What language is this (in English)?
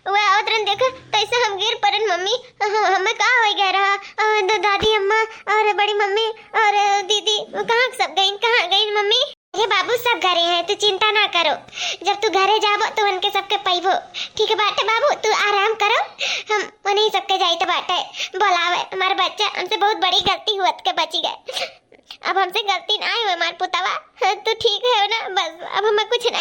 Awadhi